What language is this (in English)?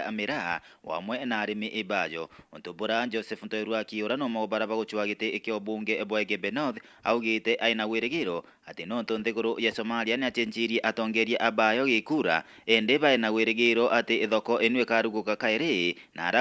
Meru